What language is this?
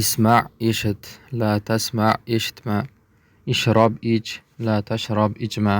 Uzbek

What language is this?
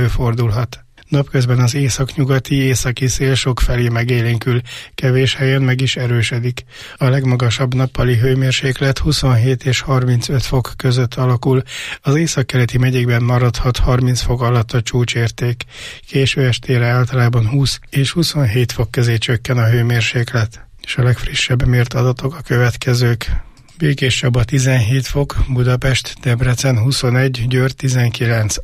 Hungarian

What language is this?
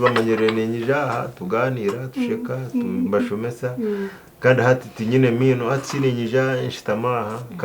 Nyankole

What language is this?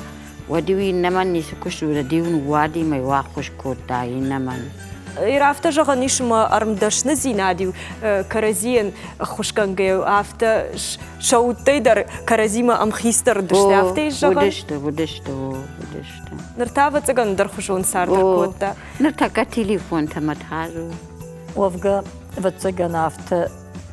Ossetic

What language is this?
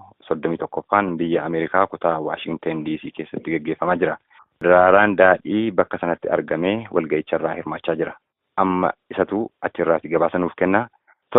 Oromo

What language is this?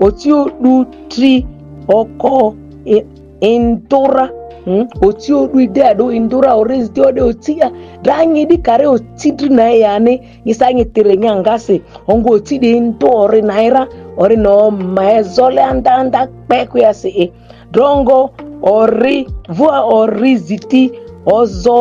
Ma'di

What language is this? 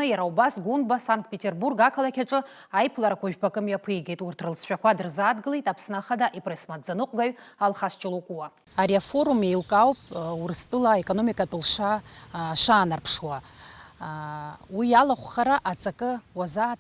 Abkhazian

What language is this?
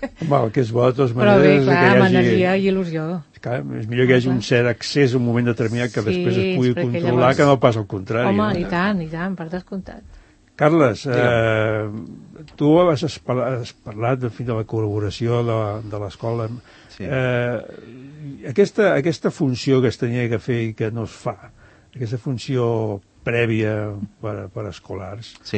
Catalan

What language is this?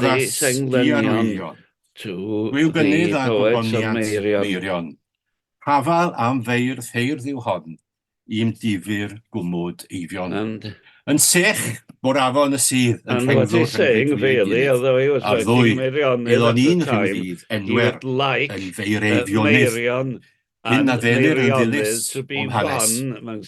Welsh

